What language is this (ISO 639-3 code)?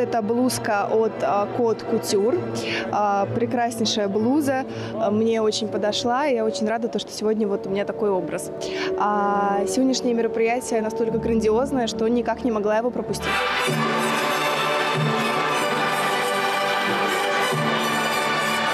rus